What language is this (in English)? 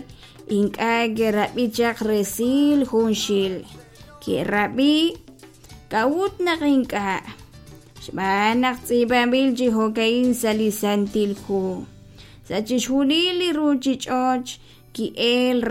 Kekchí